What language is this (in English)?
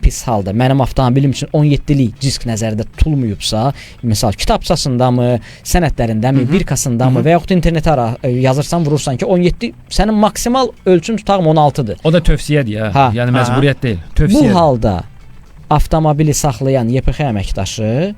Azerbaijani